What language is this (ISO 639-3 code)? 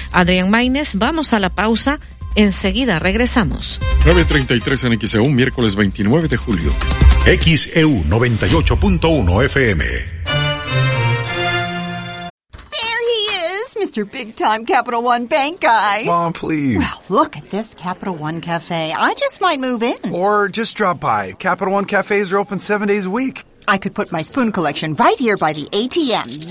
spa